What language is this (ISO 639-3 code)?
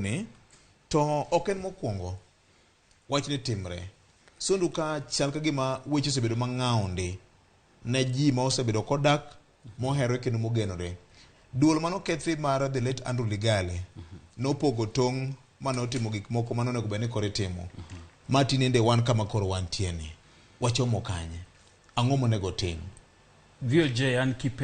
luo